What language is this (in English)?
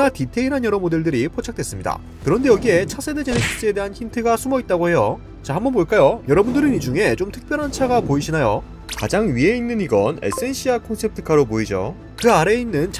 Korean